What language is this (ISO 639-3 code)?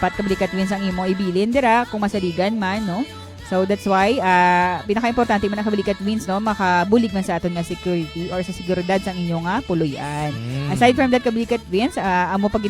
hil